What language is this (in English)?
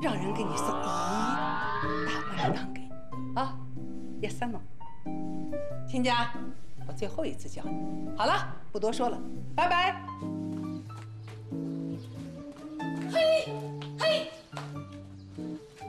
Chinese